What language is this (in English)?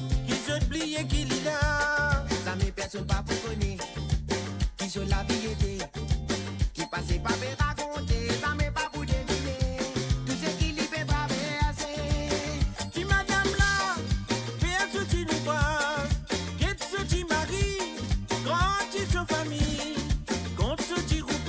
Morisyen